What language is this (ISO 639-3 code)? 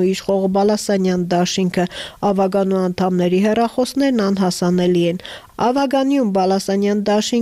hye